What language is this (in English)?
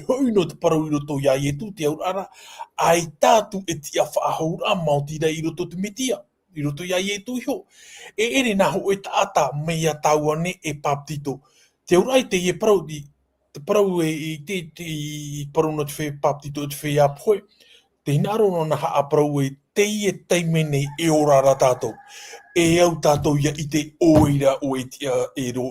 Tahitian